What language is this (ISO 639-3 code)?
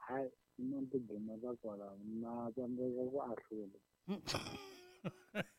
tso